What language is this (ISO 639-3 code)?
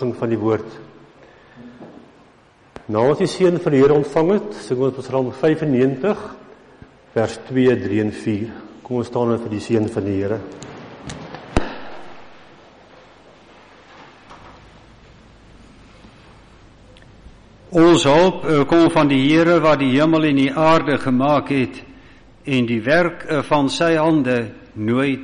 afr